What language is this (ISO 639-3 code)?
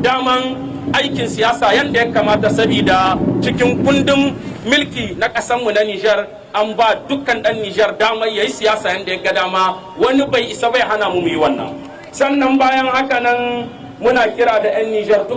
hau